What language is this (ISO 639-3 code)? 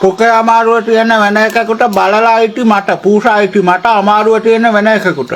sin